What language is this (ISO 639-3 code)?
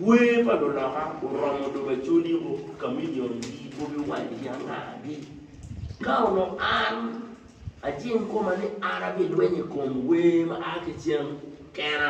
ach